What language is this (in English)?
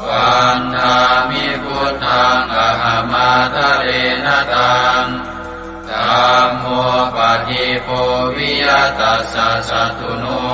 Pali